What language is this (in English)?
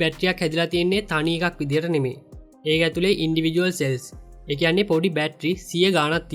Sinhala